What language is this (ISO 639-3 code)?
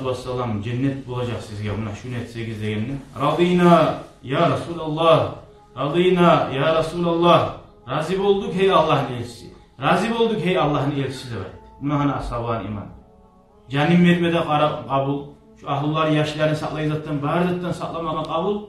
kum